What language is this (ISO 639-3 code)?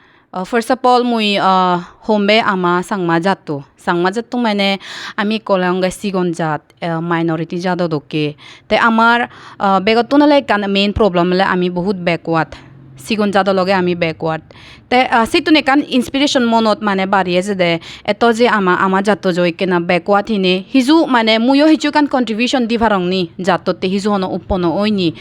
ccp